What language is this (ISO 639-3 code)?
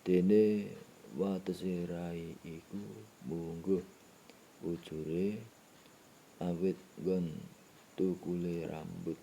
jav